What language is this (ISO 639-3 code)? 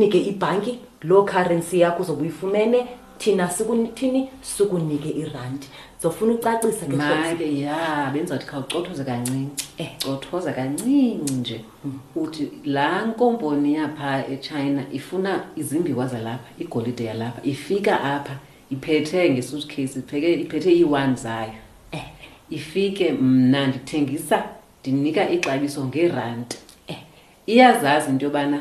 xho